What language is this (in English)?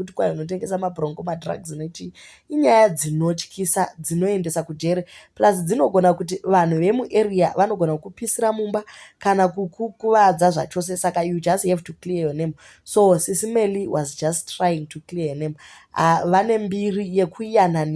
Shona